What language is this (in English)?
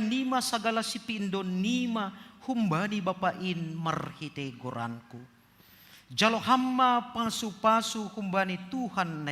Batak Simalungun